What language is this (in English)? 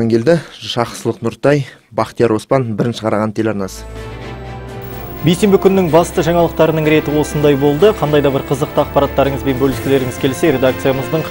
Kazakh